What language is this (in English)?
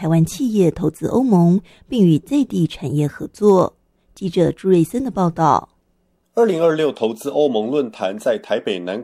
Chinese